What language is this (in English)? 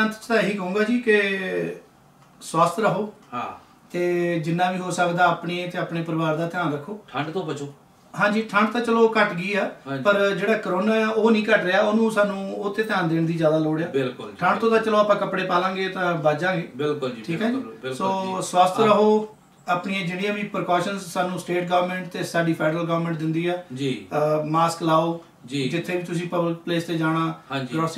Punjabi